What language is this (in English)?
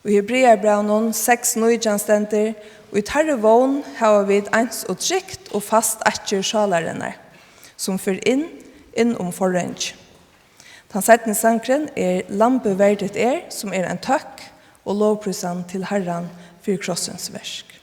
Faroese